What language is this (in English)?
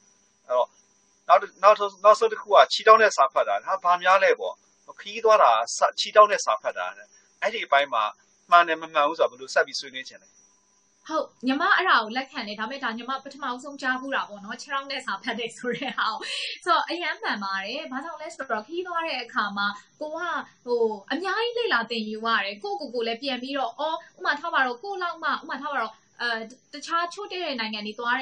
Burmese